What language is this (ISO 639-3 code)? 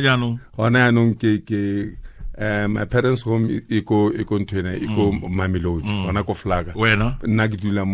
tsn